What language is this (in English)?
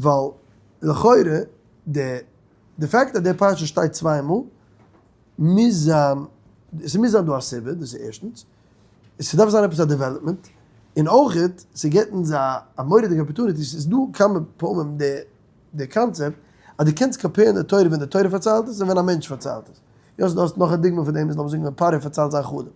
Yiddish